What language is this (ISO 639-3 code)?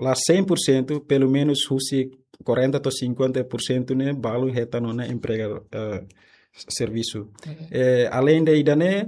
tet